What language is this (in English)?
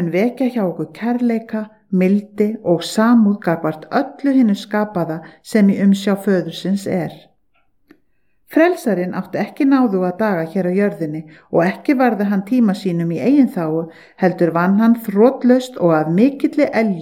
Icelandic